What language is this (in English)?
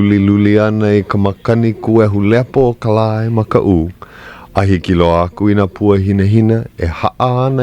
Hawaiian